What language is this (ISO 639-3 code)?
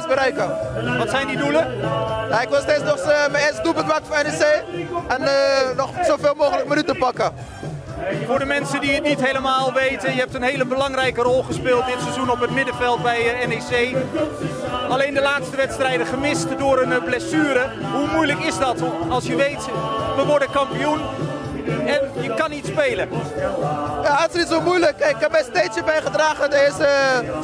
nld